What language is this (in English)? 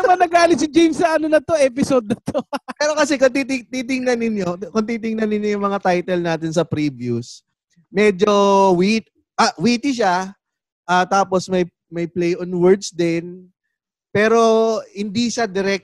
Filipino